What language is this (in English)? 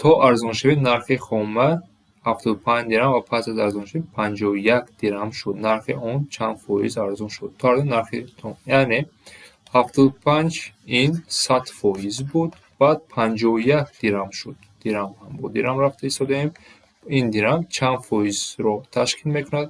Tajik